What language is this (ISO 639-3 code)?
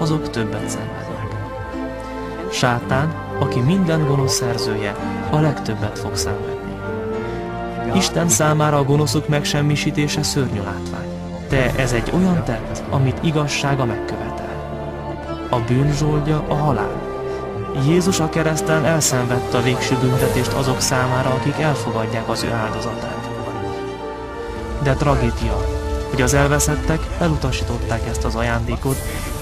hun